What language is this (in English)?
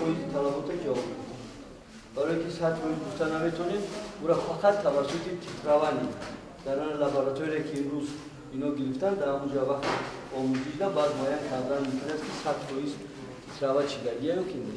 Tajik